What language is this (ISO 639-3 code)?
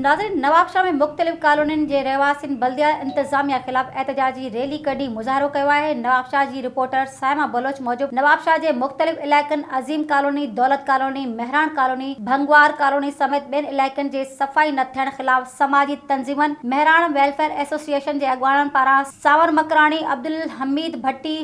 snd